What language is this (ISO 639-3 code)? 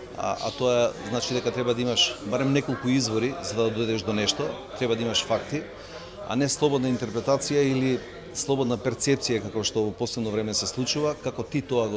mkd